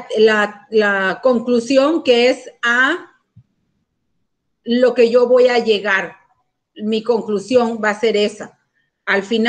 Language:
Spanish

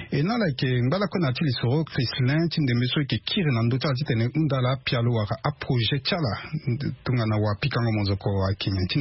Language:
Sango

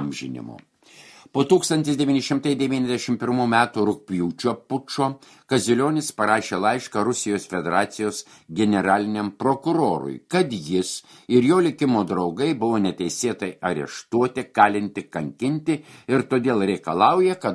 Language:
Lithuanian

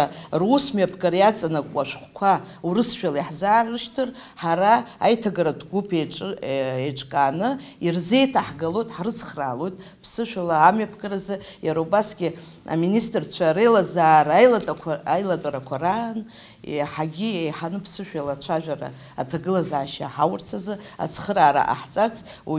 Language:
Abkhazian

